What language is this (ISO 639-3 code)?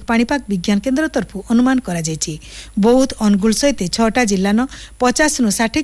ori